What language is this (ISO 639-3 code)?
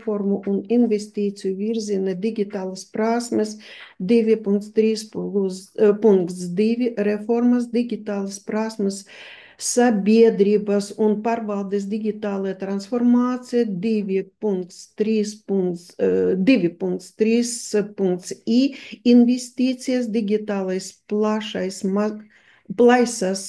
lav